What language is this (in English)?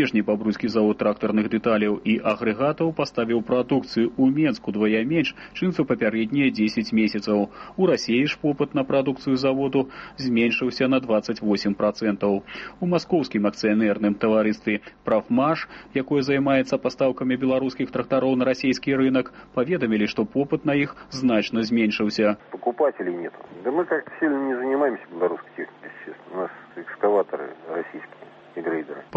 Belarusian